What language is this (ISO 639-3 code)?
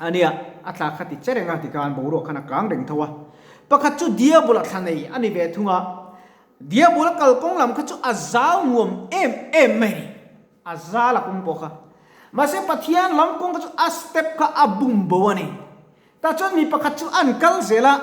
lus